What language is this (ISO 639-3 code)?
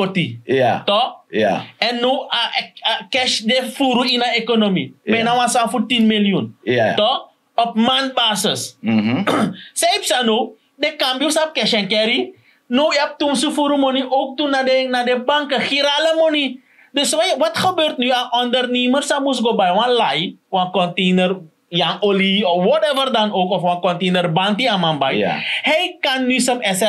srn